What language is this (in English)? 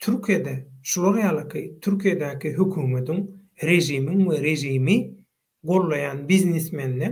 Turkmen